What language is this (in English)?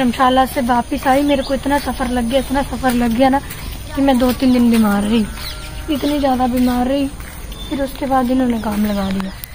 Hindi